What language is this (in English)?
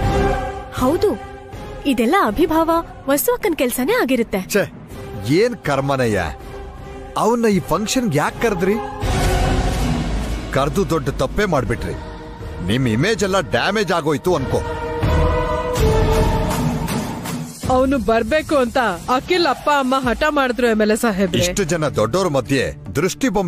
Kannada